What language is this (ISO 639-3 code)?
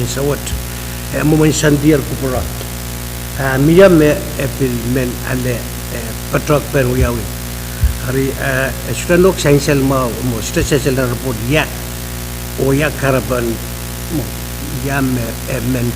pon